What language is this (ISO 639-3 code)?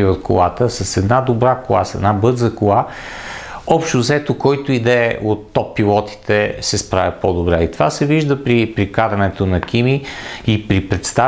bul